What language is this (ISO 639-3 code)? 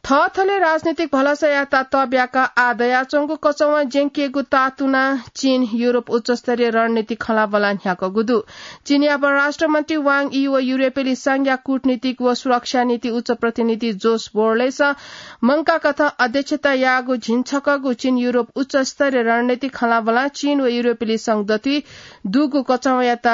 new